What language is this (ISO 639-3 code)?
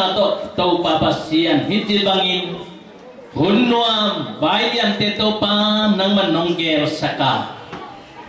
ctd